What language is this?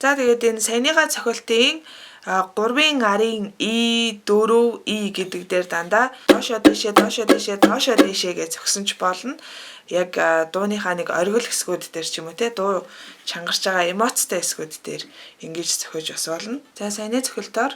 Mongolian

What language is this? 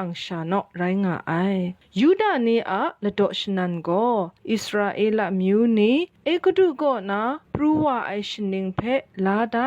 Kachin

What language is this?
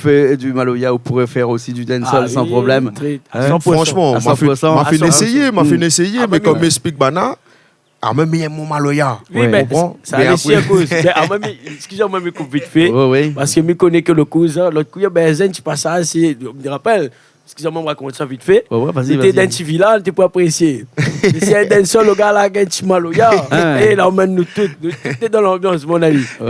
Réunion Creole French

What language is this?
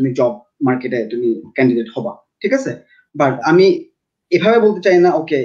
Bangla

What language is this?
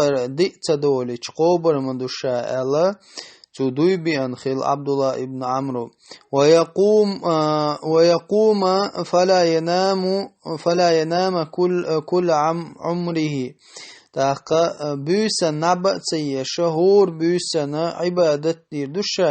Chechen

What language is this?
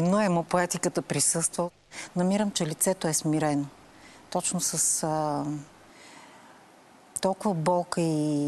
Bulgarian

